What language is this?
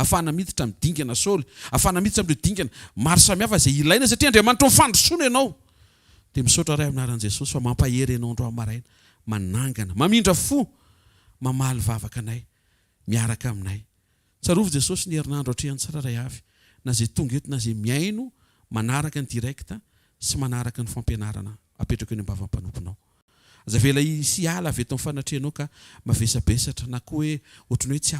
Malagasy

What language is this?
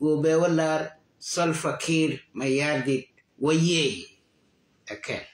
Nuer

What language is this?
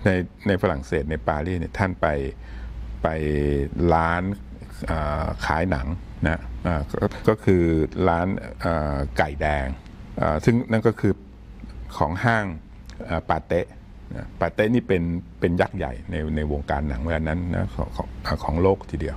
Thai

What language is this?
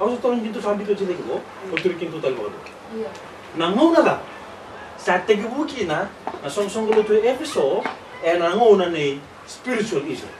Fijian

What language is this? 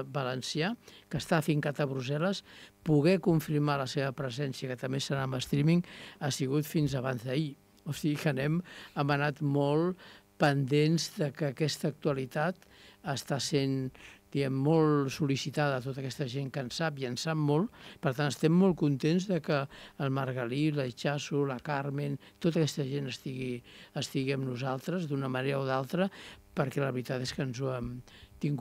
Catalan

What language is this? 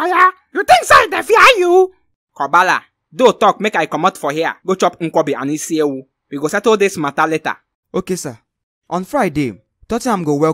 Nigerian Pidgin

